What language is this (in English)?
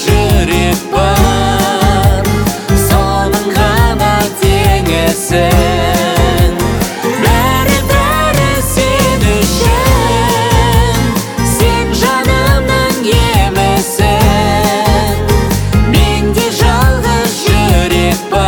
Kazakh